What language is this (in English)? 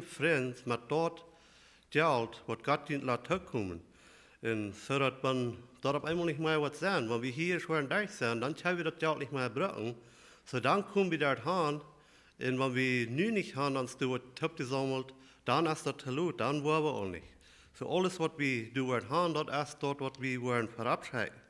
Plautdietsch